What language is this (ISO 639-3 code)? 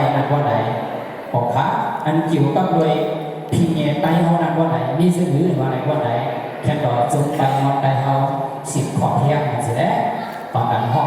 shn